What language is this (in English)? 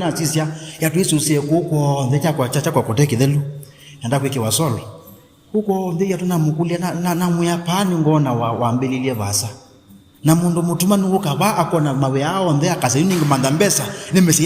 Kamba